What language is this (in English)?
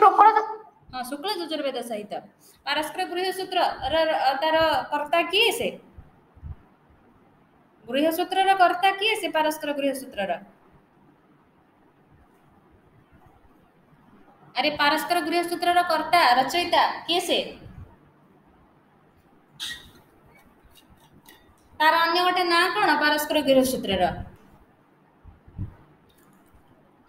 Odia